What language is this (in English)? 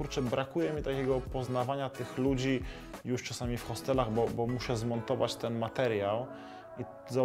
Polish